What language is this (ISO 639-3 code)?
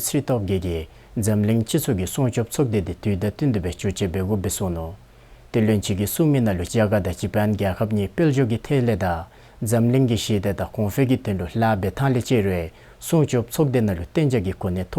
dzo